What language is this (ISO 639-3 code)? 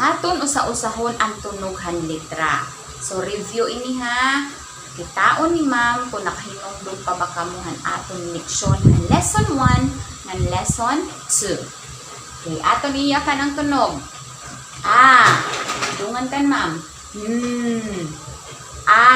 war